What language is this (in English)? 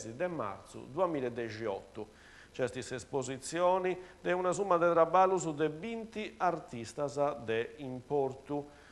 Sardinian